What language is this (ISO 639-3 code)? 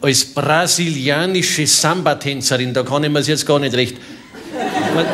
bar